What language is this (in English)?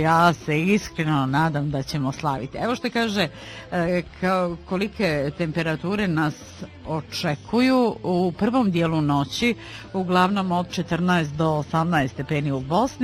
Bosnian